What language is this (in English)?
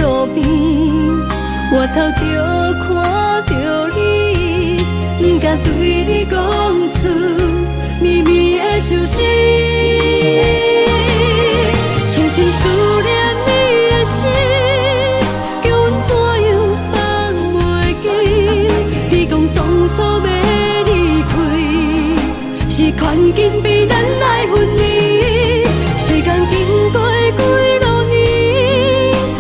Min Nan Chinese